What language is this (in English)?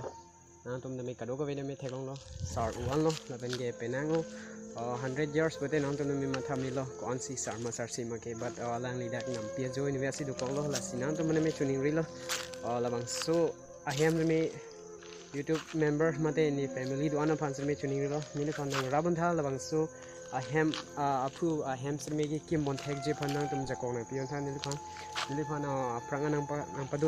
Karbi